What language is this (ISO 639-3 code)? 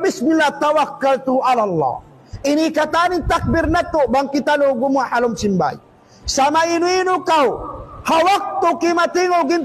tsg